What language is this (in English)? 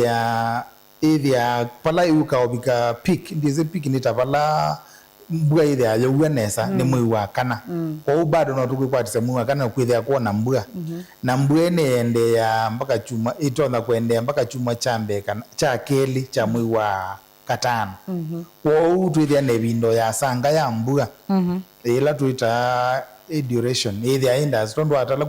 Kamba